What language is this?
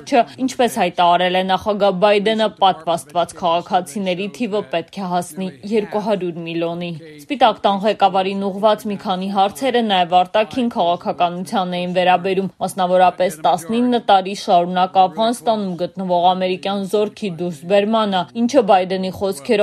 Armenian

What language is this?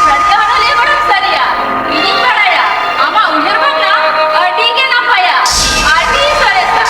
Santali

